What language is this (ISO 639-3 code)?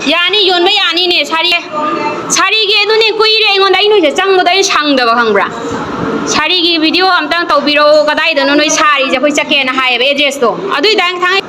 mni